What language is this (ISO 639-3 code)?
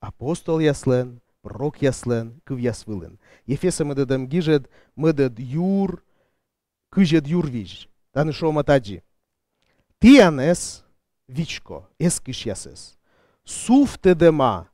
kom